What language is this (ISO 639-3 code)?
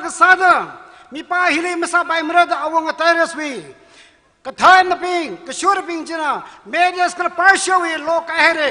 nmf